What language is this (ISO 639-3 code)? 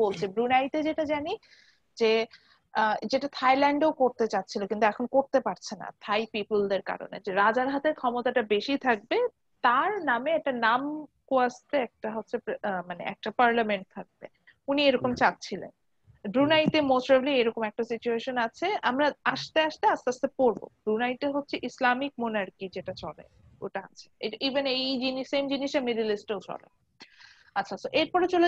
ben